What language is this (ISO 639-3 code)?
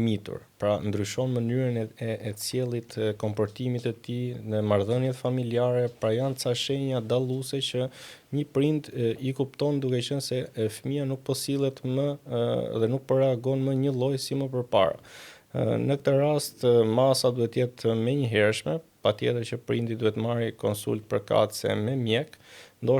sqi